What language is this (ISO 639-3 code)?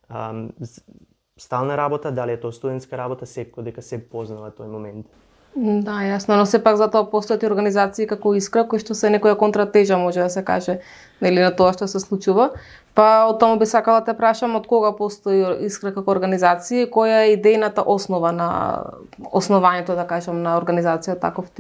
mkd